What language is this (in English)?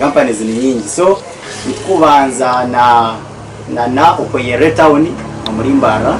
Nyankole